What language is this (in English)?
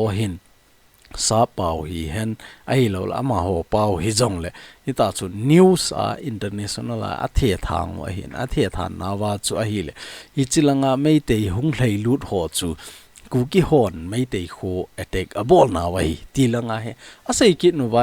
Thado Chin